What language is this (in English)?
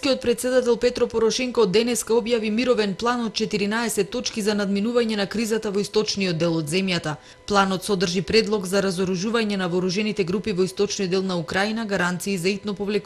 Macedonian